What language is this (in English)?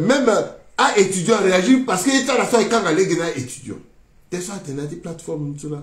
Sango